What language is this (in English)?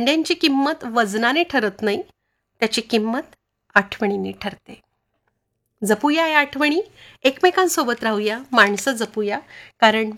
Marathi